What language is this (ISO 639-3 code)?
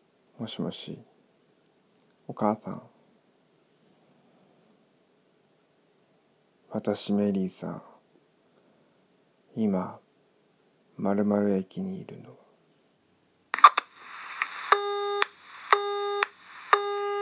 jpn